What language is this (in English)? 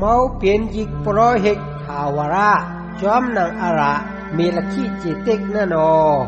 Shan